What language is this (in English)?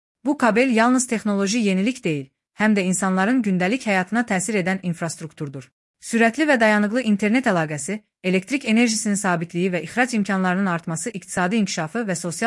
Azerbaijani